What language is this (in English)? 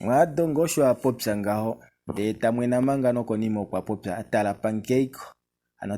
Kuanyama